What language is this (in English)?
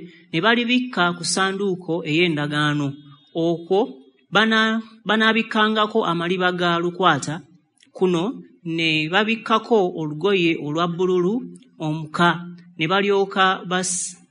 Ganda